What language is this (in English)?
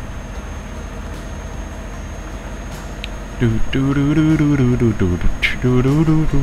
Swedish